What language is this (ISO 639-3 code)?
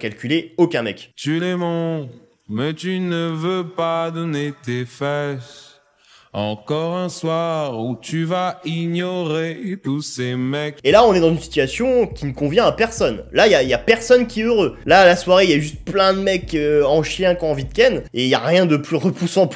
fra